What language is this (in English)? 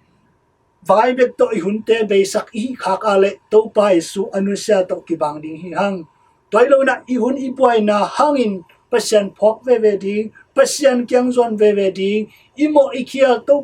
Tedim Chin